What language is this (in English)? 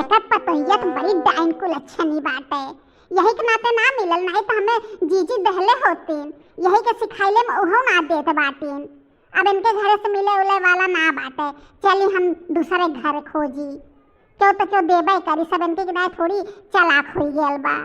Bhojpuri